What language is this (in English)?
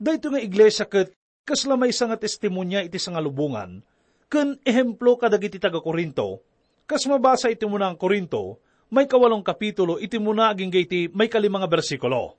Iloko